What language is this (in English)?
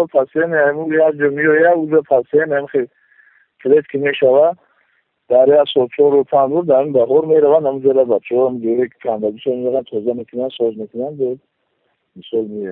Tajik